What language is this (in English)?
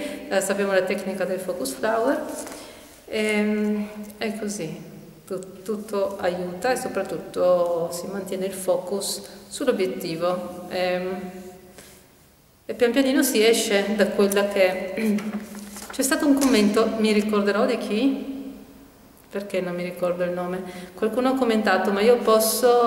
Italian